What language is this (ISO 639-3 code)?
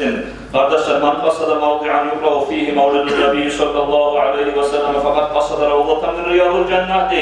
kum